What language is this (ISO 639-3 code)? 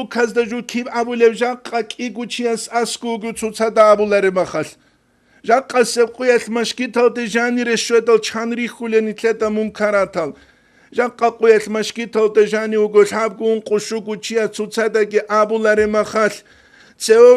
ava